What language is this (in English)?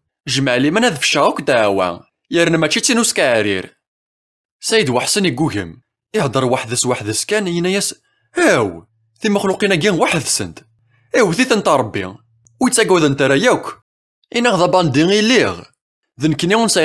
Kabyle